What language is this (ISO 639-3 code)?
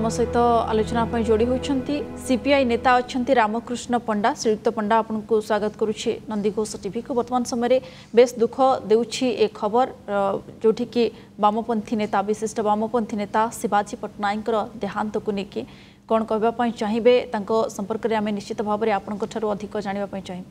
ori